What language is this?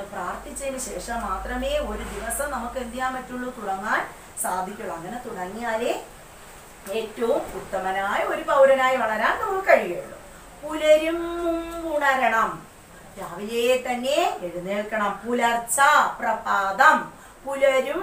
Malayalam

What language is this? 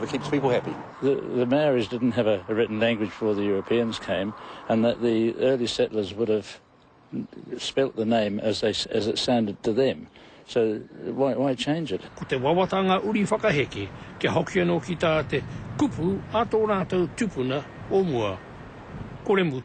Māori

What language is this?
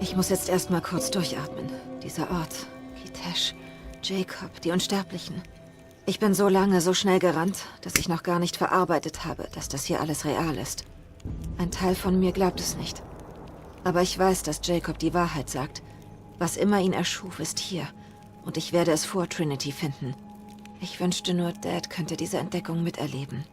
Swiss German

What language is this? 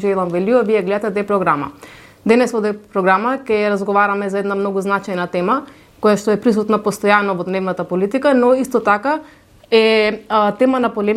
Macedonian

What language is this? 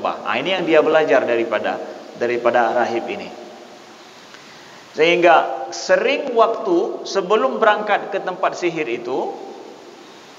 Indonesian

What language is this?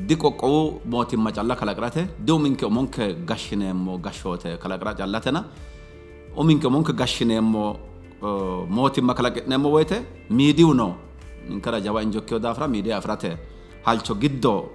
Sidamo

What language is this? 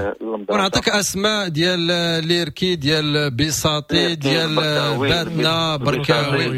Moroccan Arabic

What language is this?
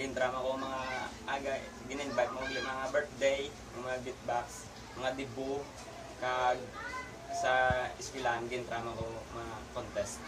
Hiligaynon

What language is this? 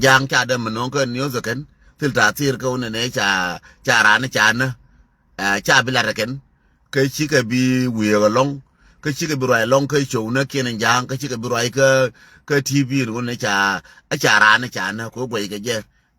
Nuer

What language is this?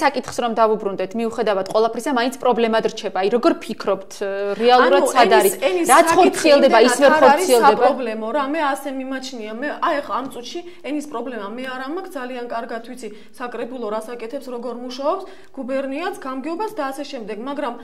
Georgian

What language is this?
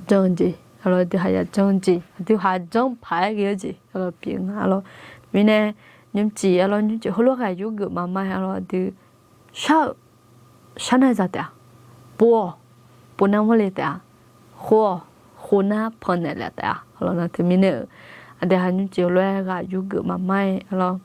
Akha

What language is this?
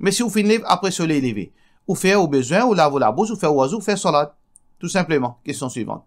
Morisyen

